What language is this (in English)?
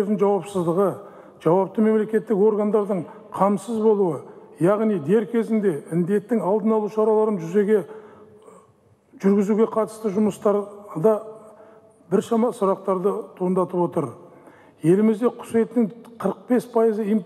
Kazakh